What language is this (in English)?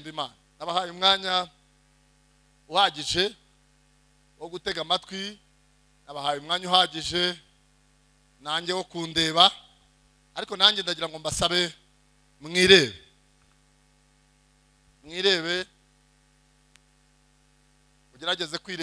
Kinyarwanda